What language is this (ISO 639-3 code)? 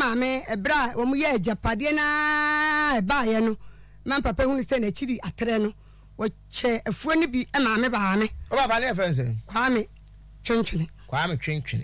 aka